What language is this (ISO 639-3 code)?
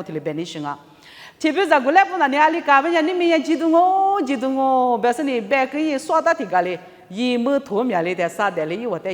lis